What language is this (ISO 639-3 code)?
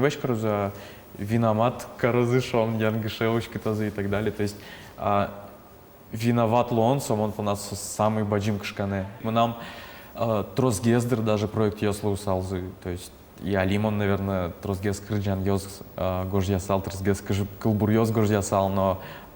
udm